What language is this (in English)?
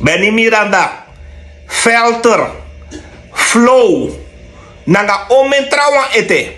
Sranan Tongo